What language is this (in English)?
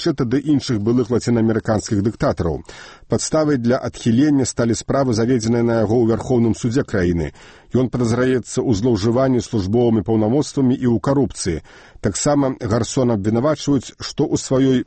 Belarusian